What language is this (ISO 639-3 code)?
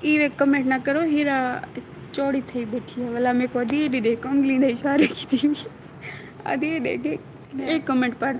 skr